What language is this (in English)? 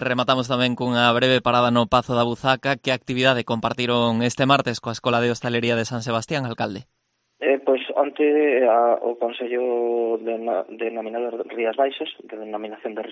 Galician